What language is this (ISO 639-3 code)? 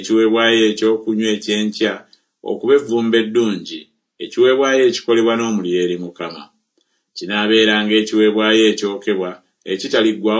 lug